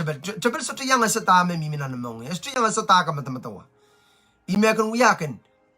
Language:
Pohnpeian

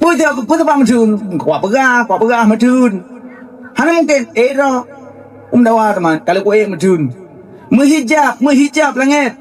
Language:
Achinese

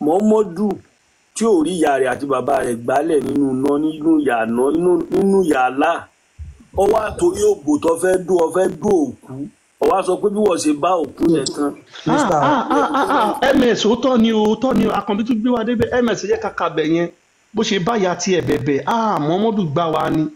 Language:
Yoruba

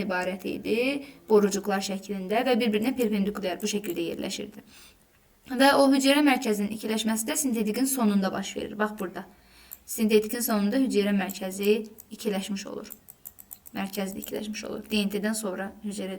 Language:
Azerbaijani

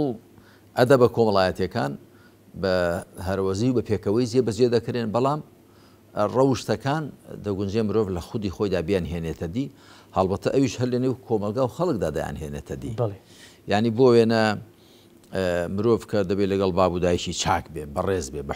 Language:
Central Kurdish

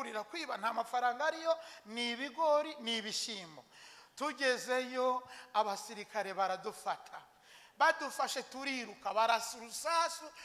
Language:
Kinyarwanda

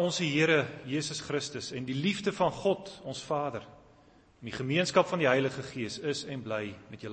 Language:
Afrikaans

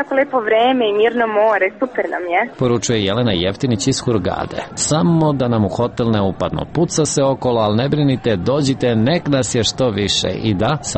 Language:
Serbian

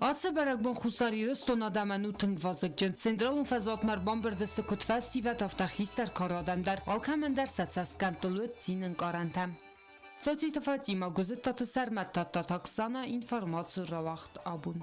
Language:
Ossetic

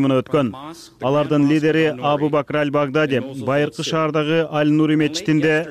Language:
Kyrgyz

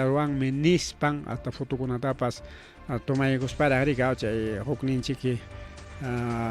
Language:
Ayacucho Quechua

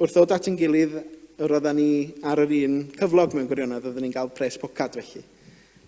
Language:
Welsh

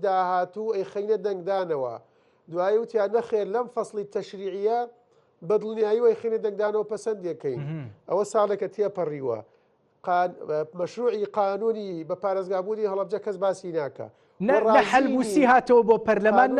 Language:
Central Kurdish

